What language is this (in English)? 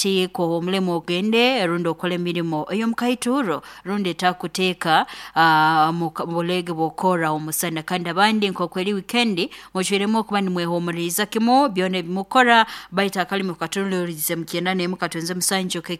Nyankole